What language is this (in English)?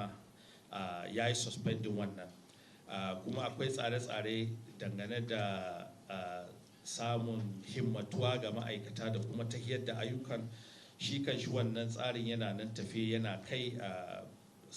Hausa